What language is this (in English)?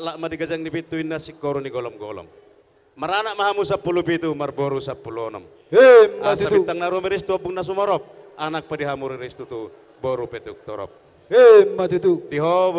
Batak Toba